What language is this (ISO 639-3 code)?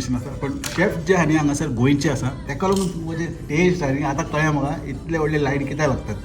kok